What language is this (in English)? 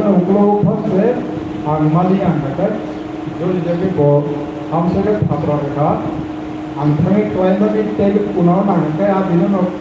Kok Borok